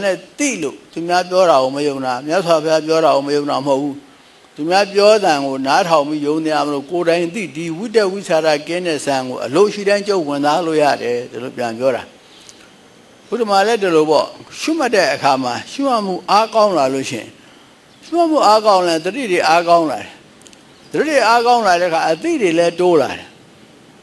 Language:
Burmese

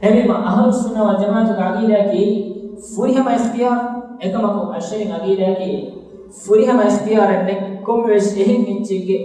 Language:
Divehi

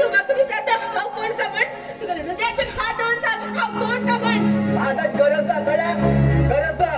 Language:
Konkani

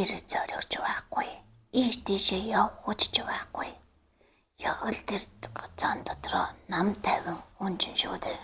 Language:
Mongolian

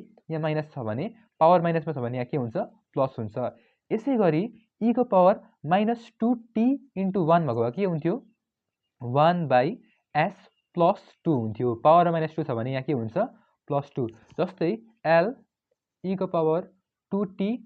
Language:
Nepali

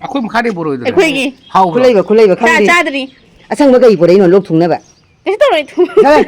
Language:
Manipuri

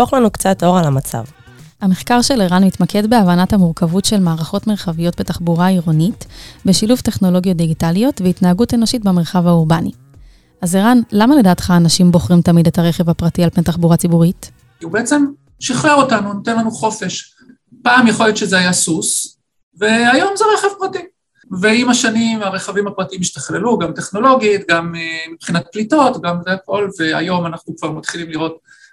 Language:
Hebrew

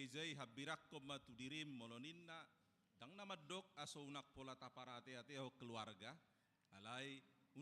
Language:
Batak Toba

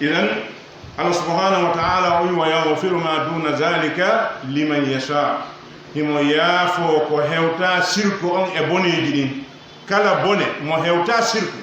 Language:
Pular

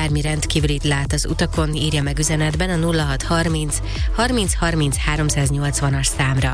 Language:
Hungarian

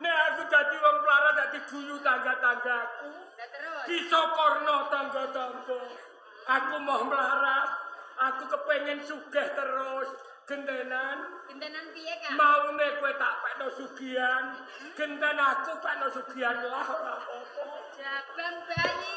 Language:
Javanese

